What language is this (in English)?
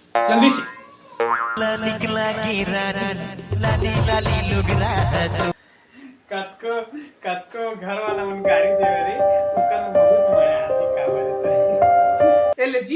Chhattisgarhi